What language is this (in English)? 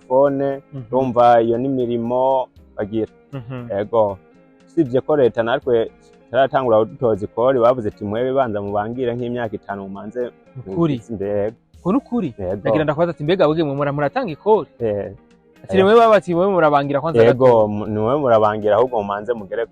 Rundi